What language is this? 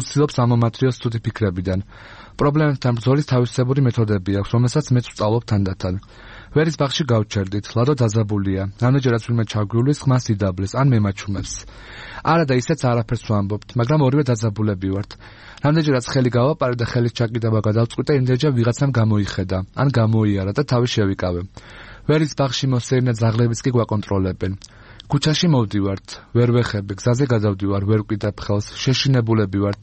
Georgian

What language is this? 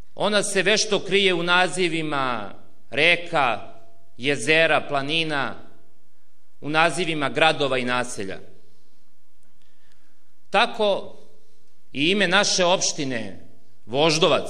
Serbian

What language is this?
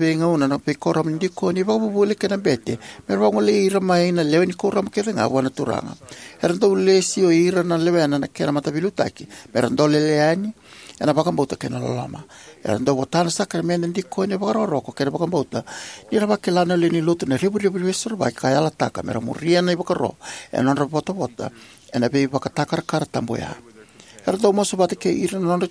Fijian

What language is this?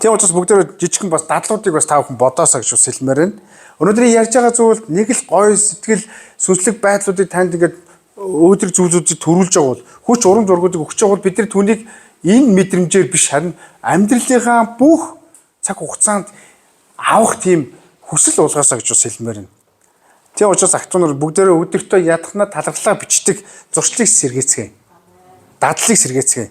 Mongolian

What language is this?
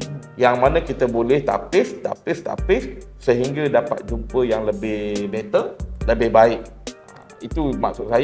Malay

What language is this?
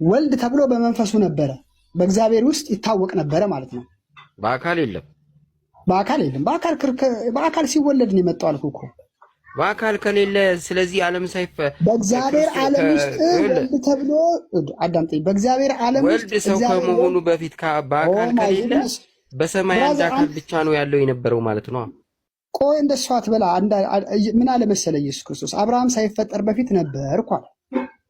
Amharic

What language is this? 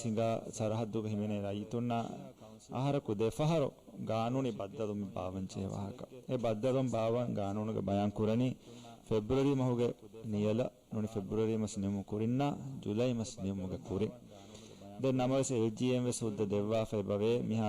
Divehi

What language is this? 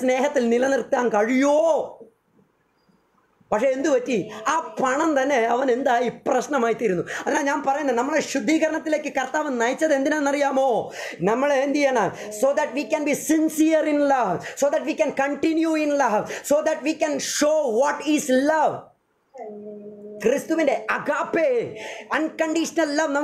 Malayalam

